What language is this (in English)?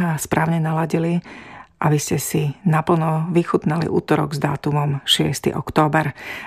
Slovak